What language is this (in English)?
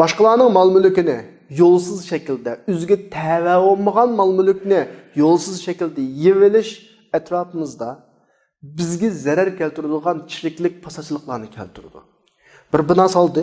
Uyghur